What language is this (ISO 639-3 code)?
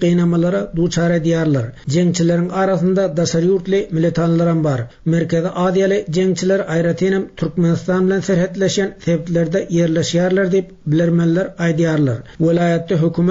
tuk